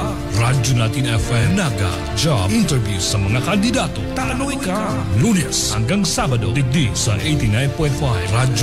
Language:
Bikol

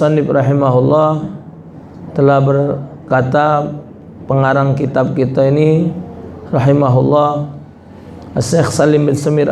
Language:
Musi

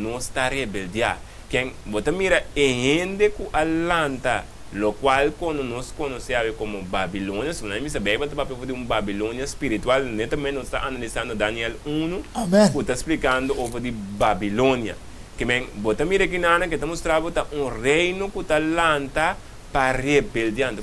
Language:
Papiamento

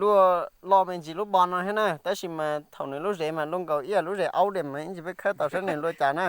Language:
Hmong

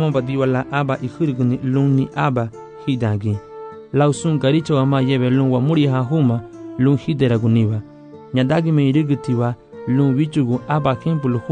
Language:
Garifuna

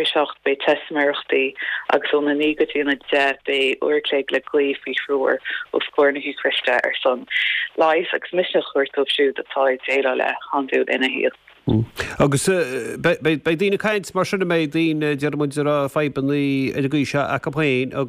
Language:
Irish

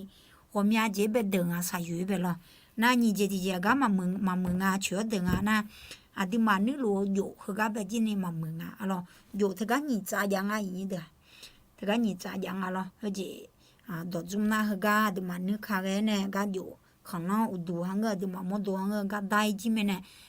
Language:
Akha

